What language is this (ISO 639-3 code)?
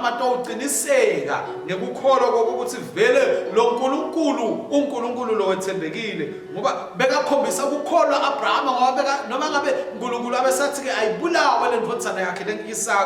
ssw